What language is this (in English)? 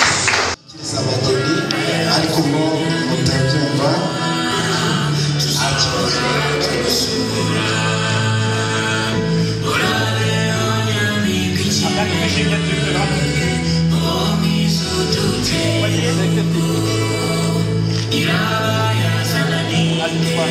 Kinyarwanda